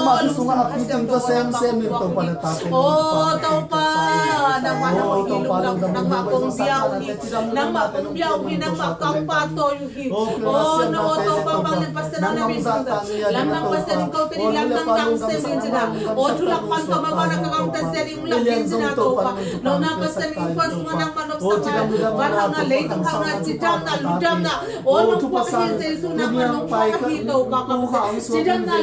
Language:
Tedim Chin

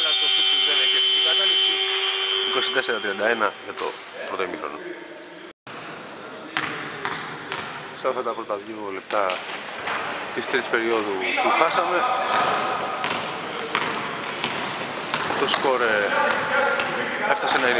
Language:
Greek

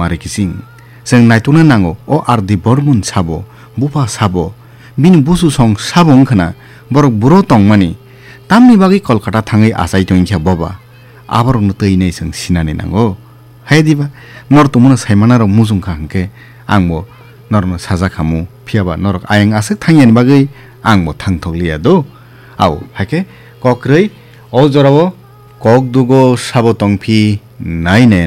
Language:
Kok Borok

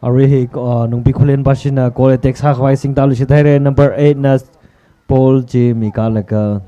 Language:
Tangkhul Naga (India)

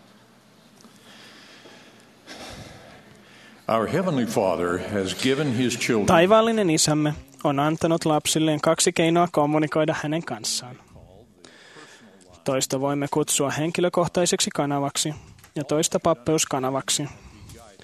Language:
Finnish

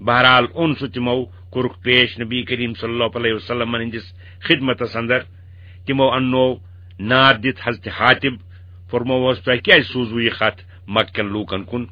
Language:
Kashmiri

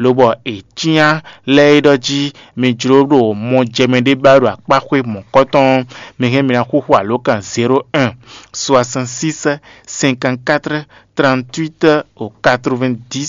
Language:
Fon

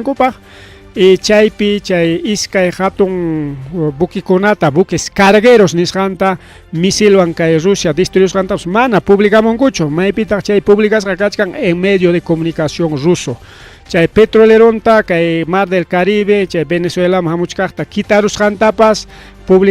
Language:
Ayacucho Quechua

